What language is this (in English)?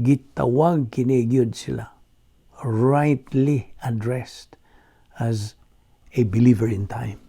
Cebuano